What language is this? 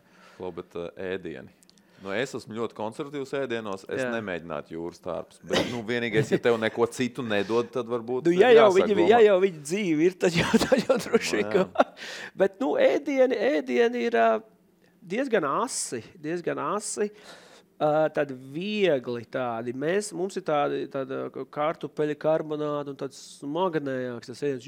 Latvian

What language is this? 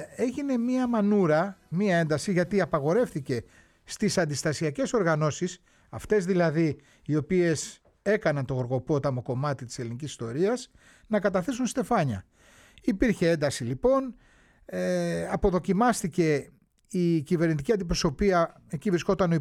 Greek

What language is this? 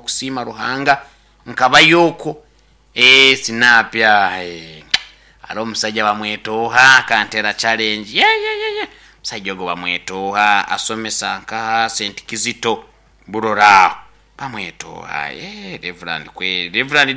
Nyoro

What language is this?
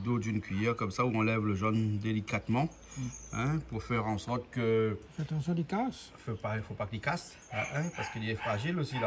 Réunion Creole French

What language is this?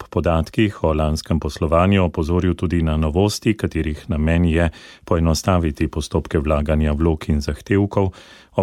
Slovenian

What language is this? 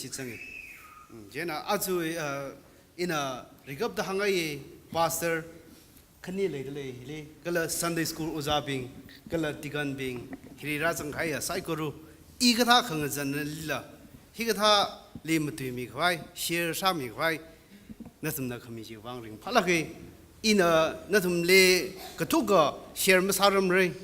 Tangkhul Naga (India)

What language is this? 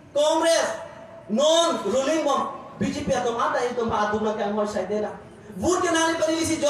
Karbi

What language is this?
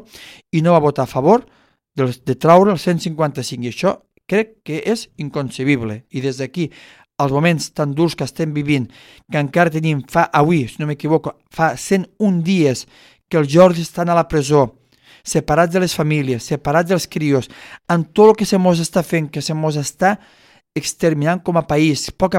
Catalan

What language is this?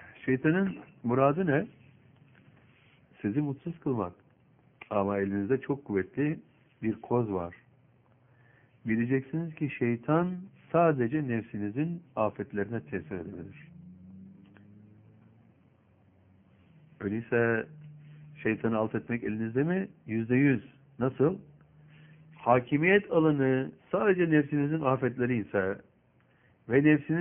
Turkish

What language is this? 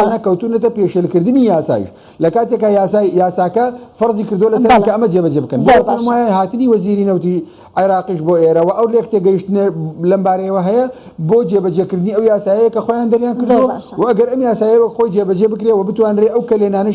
Central Kurdish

